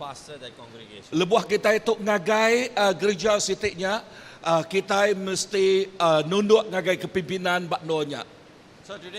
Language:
Iban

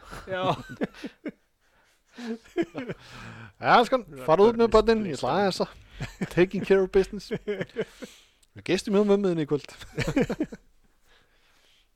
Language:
Icelandic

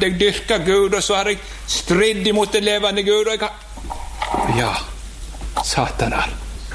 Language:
Norwegian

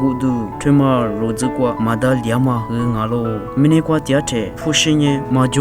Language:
Lisu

